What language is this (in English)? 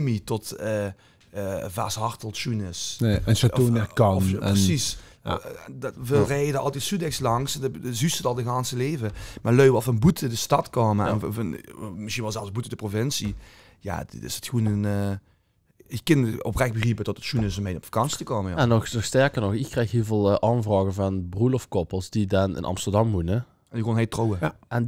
Limburgish